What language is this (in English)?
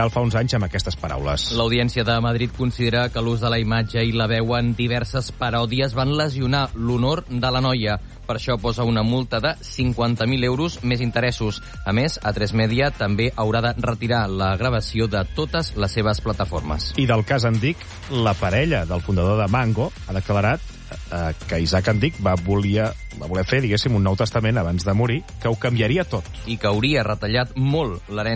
Catalan